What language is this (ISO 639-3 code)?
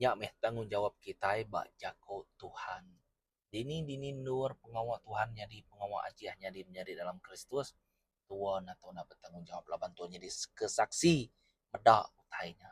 iba